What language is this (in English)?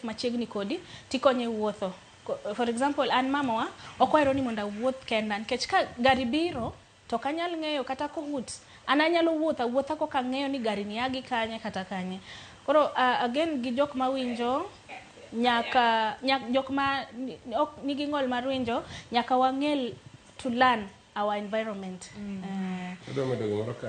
Luo (Kenya and Tanzania)